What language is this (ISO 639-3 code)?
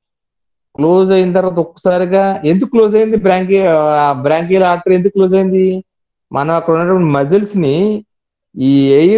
tel